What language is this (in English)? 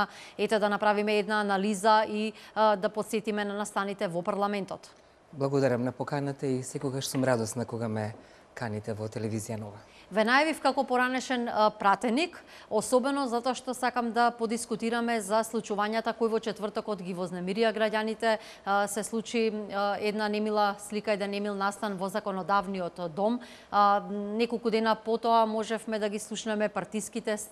Macedonian